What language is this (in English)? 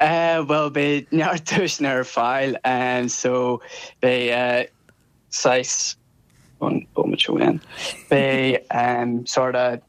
Irish